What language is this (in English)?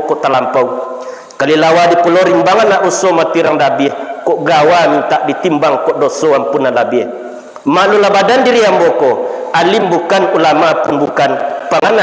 Minangkabau